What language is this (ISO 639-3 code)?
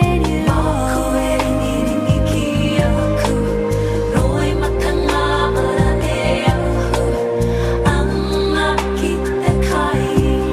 mri